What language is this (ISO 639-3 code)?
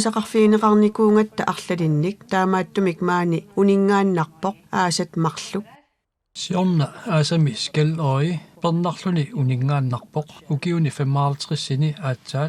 kal